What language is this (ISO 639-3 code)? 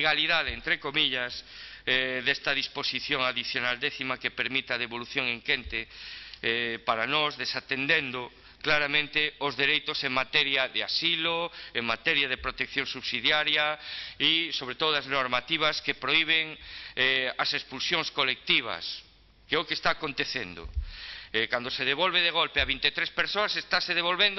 glg